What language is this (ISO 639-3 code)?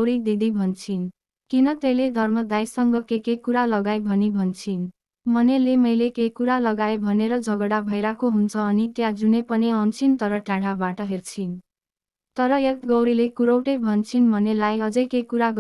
nep